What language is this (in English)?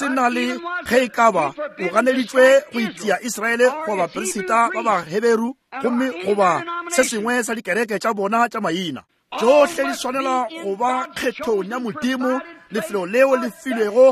Northern Sotho